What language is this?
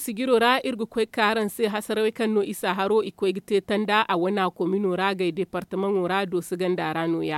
Zarma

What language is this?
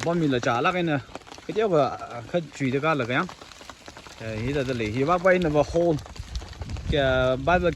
Tangkhul Naga (India)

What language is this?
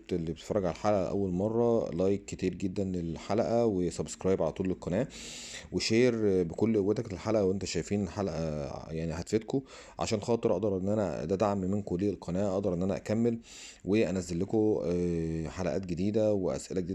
Egyptian Arabic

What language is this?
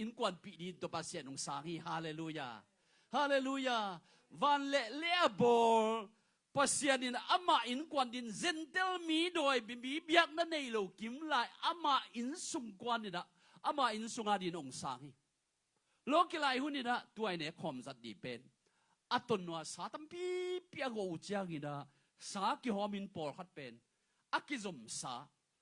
Tedim Chin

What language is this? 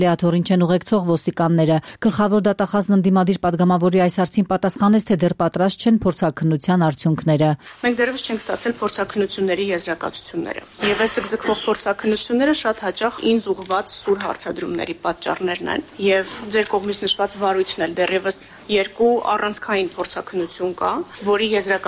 Armenian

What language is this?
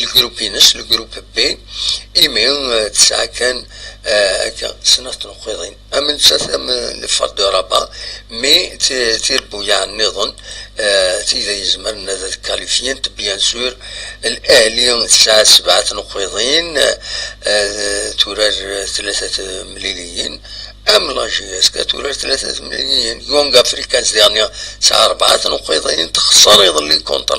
Kabyle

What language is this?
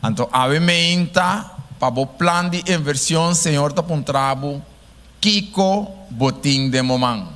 Papiamento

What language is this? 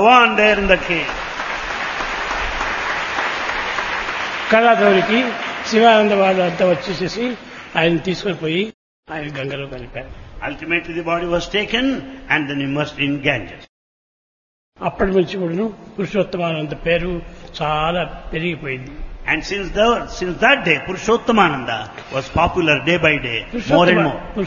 Telugu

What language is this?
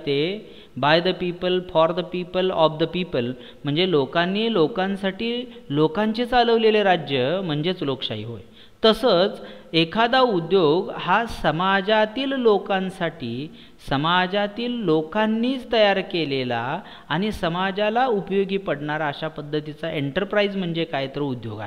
Marathi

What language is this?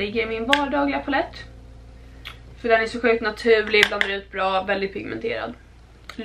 Swedish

